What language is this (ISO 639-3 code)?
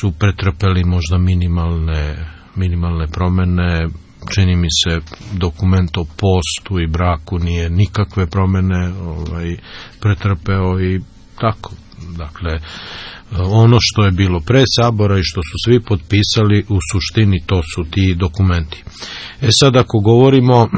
srp